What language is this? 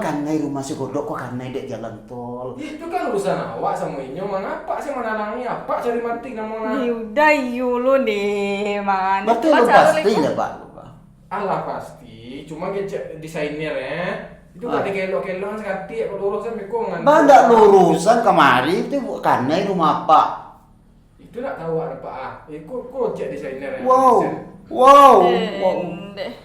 Minangkabau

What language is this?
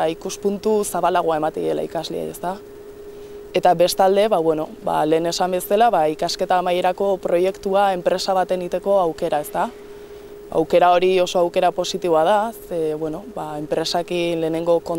Basque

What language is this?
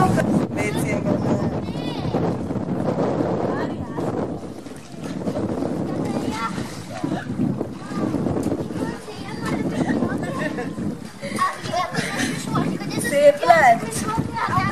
Hungarian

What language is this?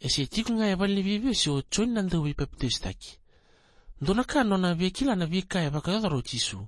Fijian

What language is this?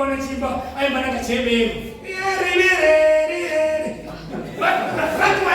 Venda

